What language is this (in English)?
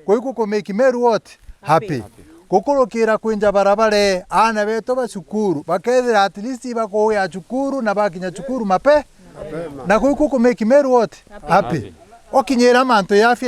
Meru